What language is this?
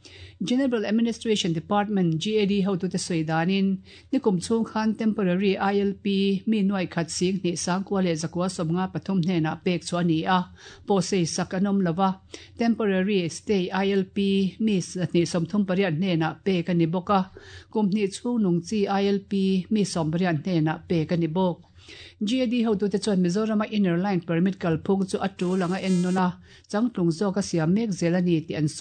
Mizo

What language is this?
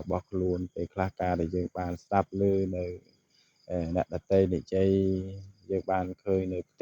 Khmer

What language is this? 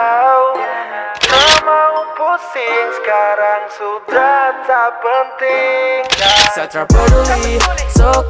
Manado Malay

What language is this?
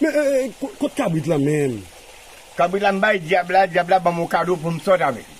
Haitian Creole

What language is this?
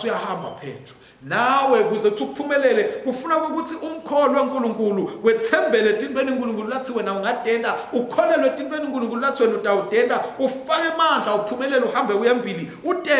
Swati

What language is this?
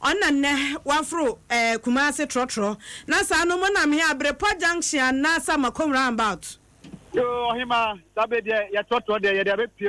Akan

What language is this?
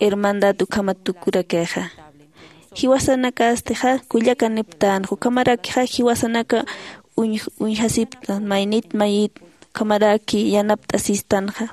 Aymara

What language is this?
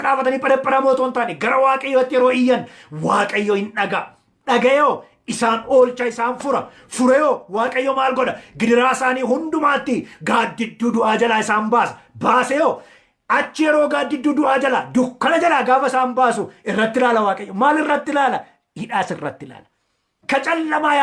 Oromo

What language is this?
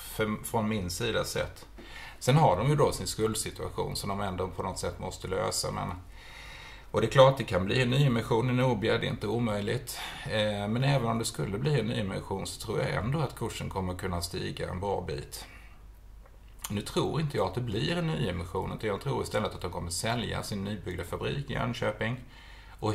Swedish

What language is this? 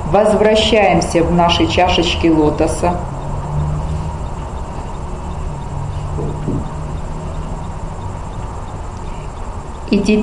Russian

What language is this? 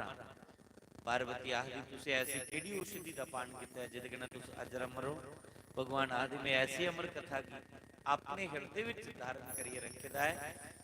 Dogri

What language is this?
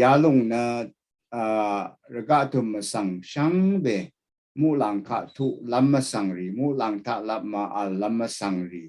Rawang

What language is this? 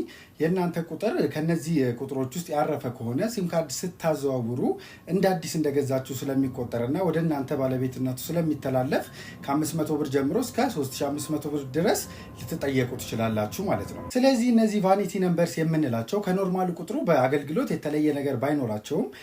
Amharic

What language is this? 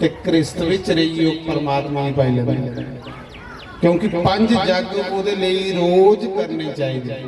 Dogri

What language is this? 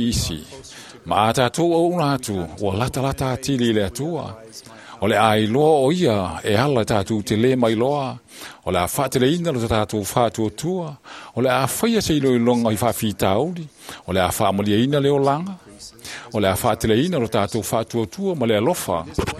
Samoan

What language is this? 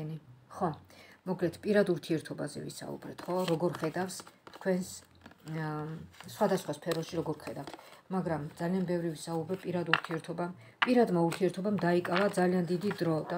Georgian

